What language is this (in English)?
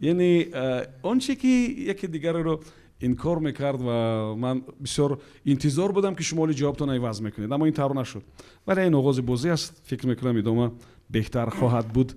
Tajik